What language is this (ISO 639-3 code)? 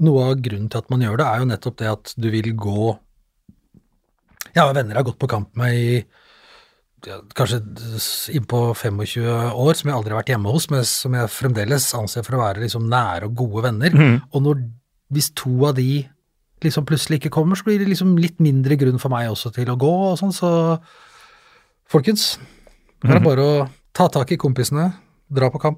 nor